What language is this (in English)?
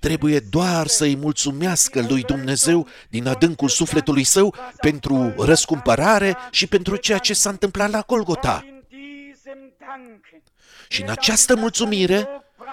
Romanian